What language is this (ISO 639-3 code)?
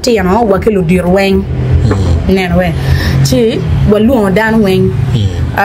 ach